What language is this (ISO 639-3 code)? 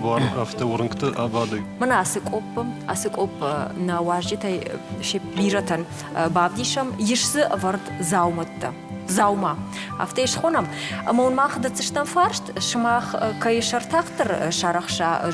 oss